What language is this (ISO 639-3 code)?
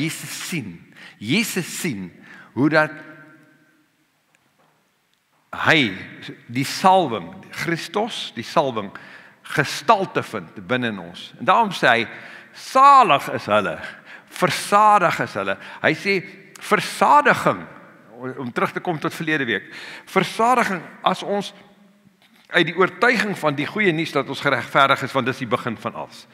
afr